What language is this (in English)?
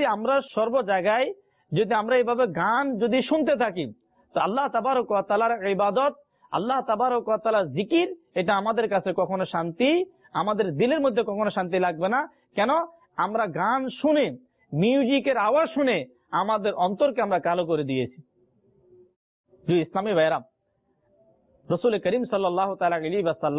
Bangla